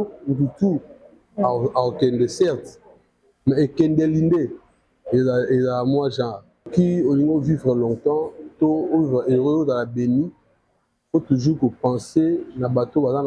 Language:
Lingala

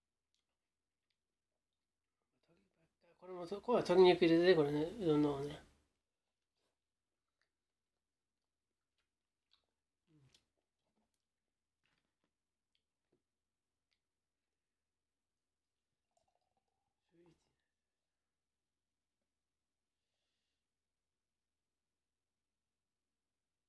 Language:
Japanese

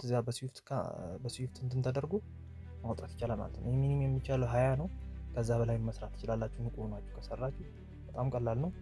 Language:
Amharic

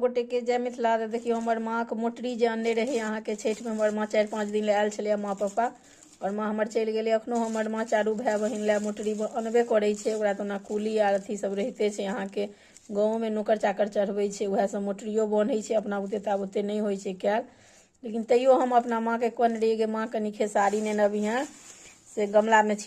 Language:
Maithili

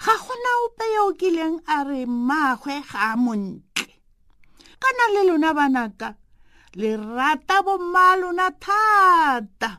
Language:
Tswana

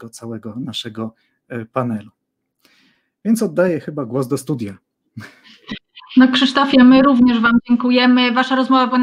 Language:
Polish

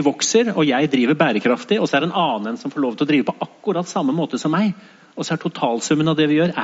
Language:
Norwegian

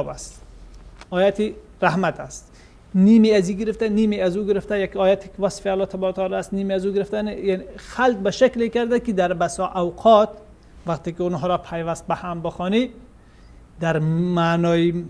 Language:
Persian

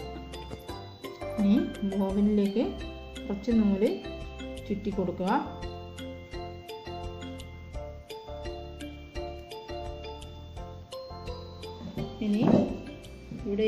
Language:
Malayalam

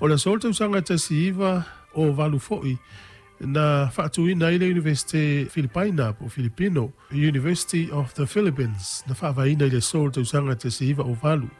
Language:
Samoan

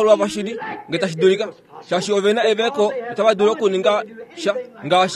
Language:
Kuanyama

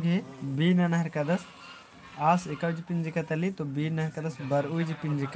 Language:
Kurukh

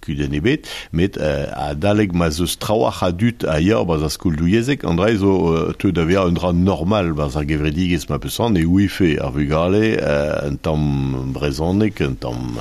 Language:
Breton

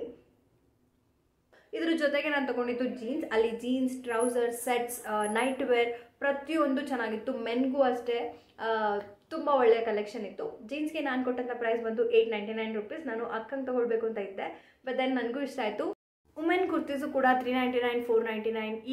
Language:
Kannada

